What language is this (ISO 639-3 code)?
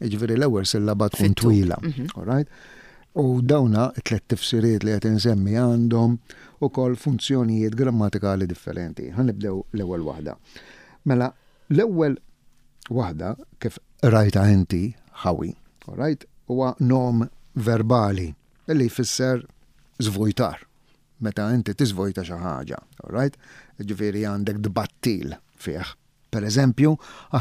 mlt